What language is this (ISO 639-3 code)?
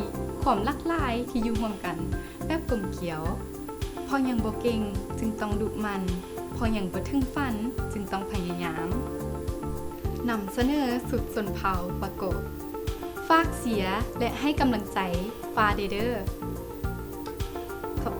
lao